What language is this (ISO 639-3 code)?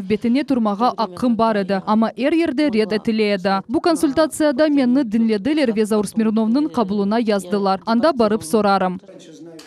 crh